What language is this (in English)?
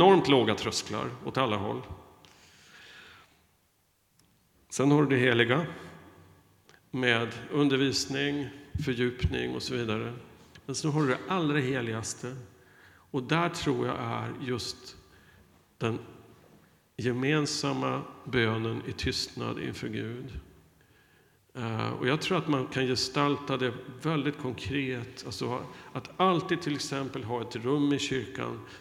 Swedish